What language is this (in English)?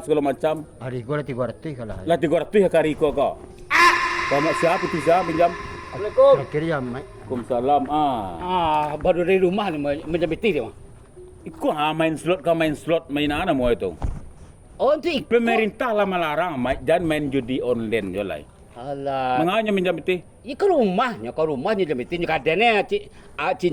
Minangkabau